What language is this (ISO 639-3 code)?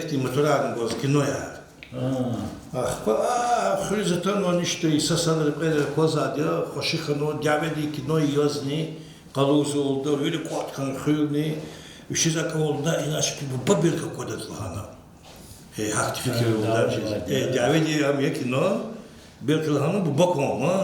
lez